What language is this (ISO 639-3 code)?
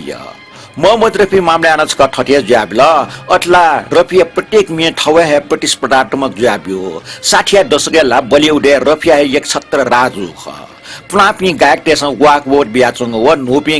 new